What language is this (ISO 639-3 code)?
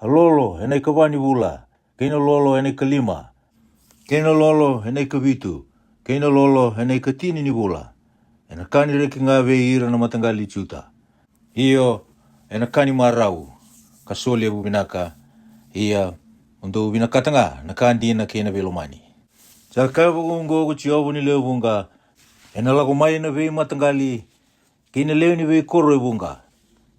fij